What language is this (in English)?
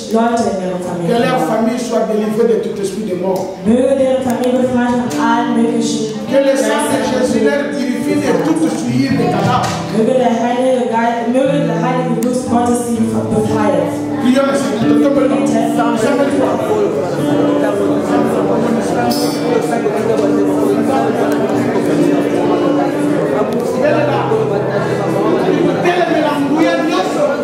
French